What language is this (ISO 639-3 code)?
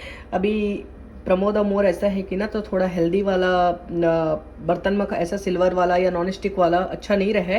hne